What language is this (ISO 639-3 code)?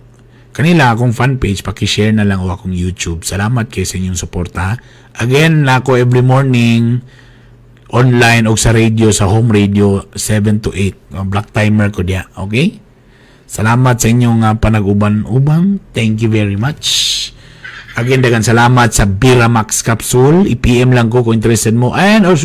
ceb